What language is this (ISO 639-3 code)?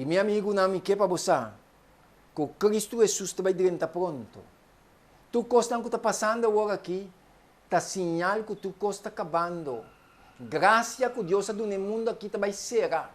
pap